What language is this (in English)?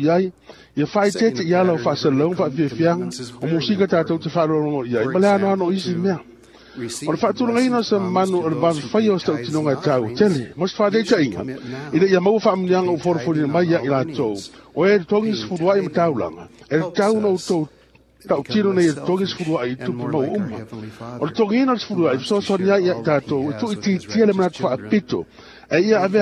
Samoan